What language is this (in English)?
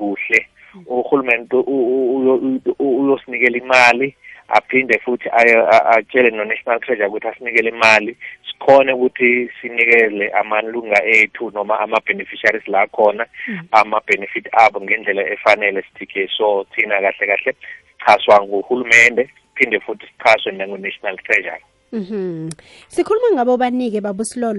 South Ndebele